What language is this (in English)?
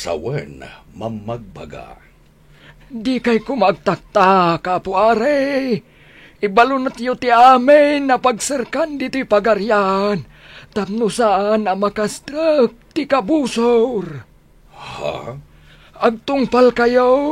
Iloko